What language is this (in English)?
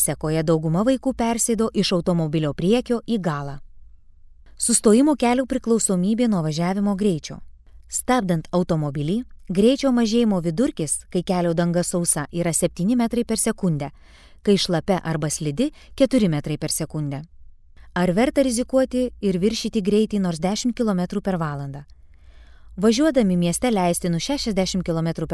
Lithuanian